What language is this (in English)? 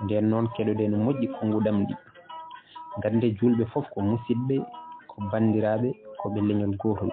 Fula